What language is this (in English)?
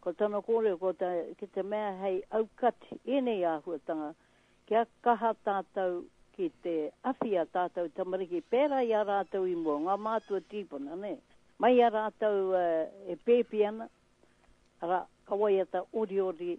Māori